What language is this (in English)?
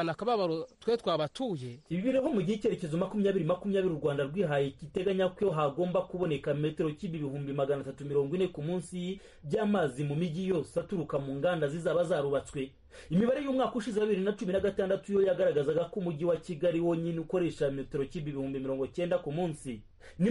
Kinyarwanda